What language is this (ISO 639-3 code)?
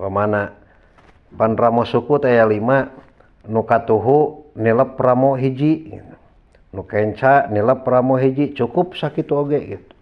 sun